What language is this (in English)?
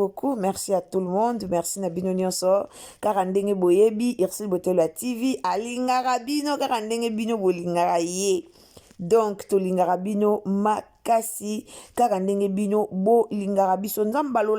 Lingala